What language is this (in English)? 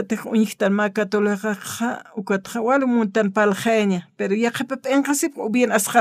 Aymara